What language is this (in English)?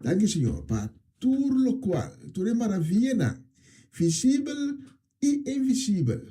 Papiamento